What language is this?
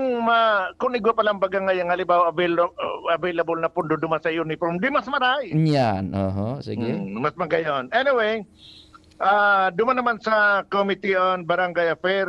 Bikol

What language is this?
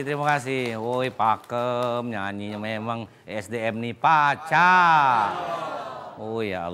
Musi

